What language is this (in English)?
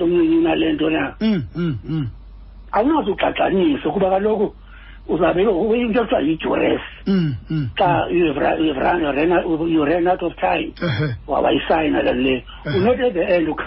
Xhosa